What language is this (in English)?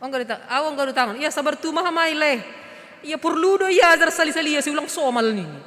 Batak Simalungun